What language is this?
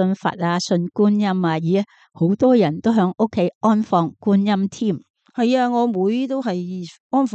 Cantonese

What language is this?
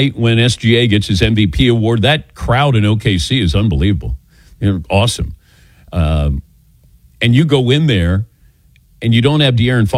English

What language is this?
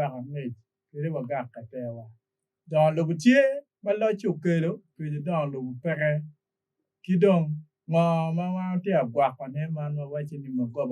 Acoli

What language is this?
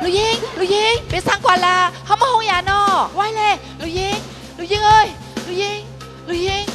Shan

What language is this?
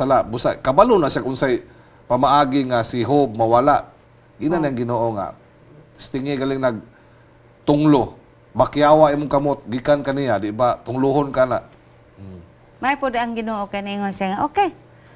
Cebuano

